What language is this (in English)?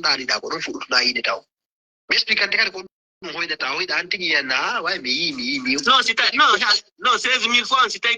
Fula